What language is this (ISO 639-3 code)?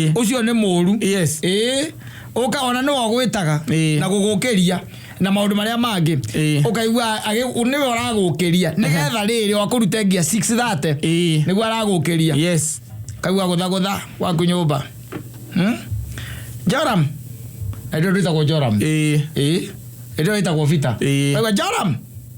kik